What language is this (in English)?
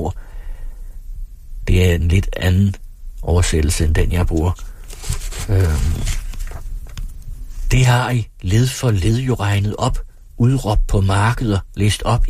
Danish